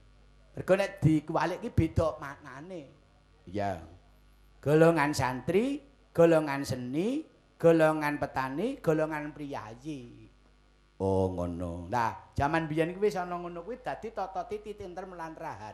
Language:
Javanese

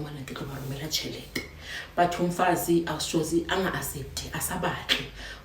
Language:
Zulu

